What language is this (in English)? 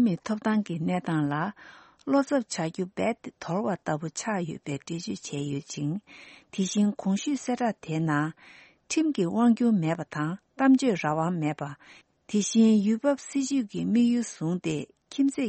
Tibetan